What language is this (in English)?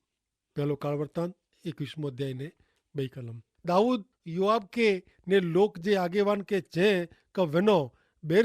Kachhi